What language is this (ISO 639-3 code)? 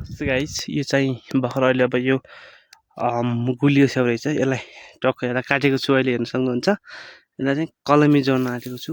nep